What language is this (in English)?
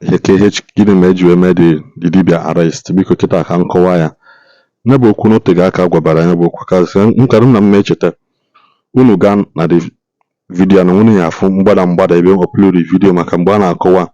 Igbo